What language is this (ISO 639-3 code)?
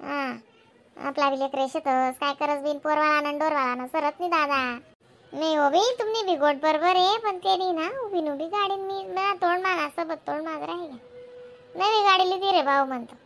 khn